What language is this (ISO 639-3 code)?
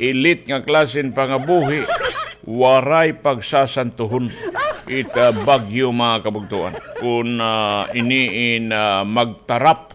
war